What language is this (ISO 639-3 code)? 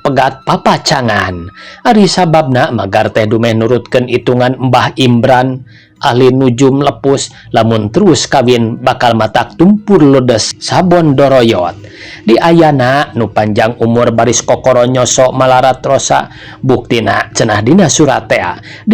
sun